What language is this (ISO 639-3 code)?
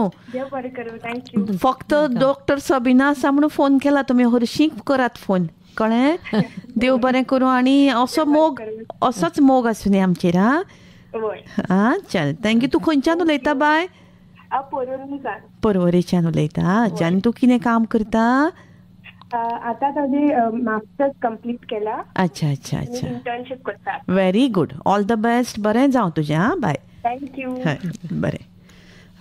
kok